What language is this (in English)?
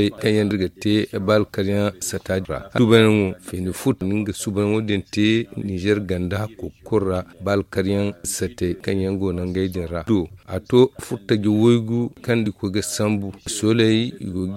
Zarma